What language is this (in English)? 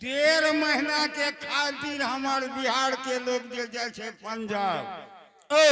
Angika